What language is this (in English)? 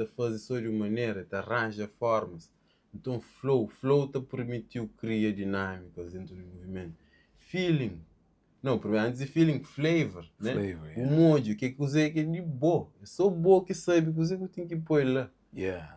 Kabuverdianu